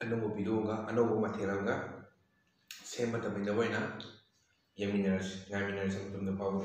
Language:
Manipuri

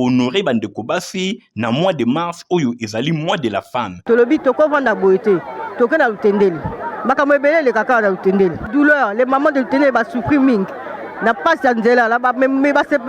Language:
Lingala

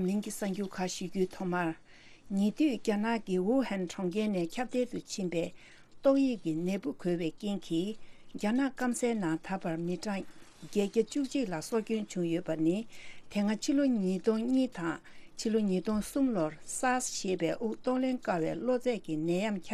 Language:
Tibetan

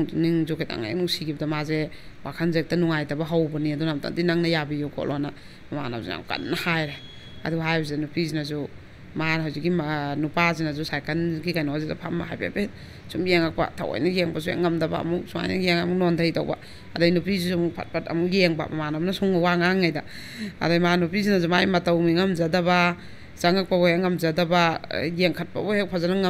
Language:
Manipuri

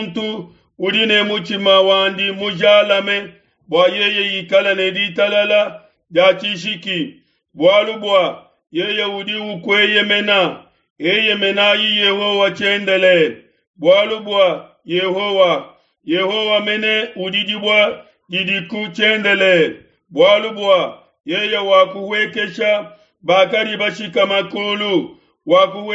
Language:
Luba-Lulua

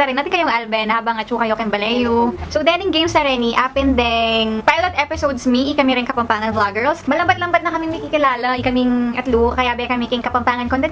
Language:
Pampanga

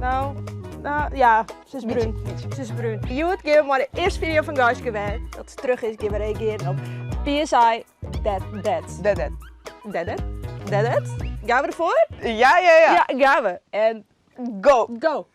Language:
Western Frisian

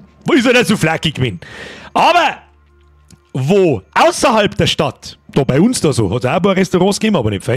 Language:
Bavarian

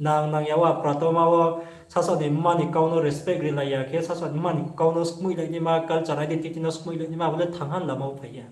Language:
Riang (India)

